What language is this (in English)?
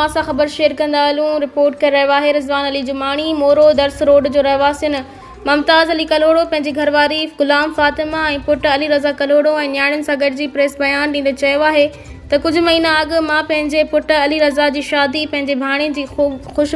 Sindhi